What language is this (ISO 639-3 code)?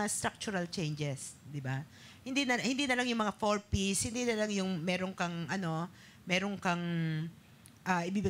fil